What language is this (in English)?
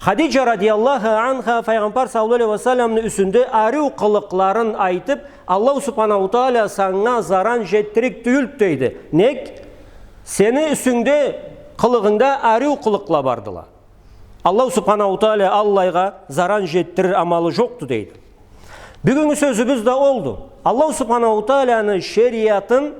Karachay-Balkar